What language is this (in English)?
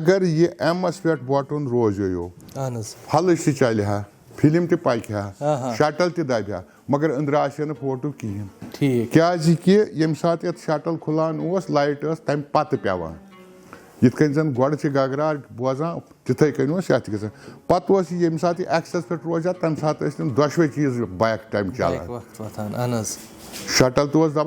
Kashmiri